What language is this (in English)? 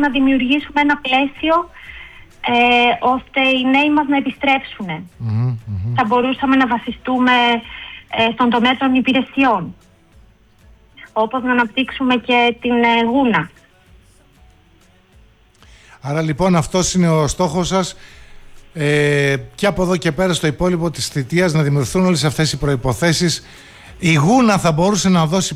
Greek